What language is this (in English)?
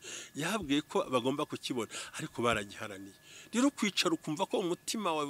Kinyarwanda